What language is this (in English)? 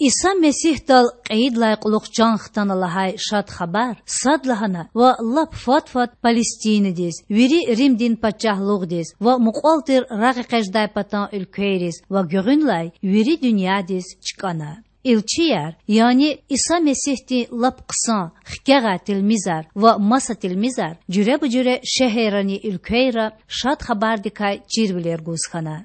Lezghian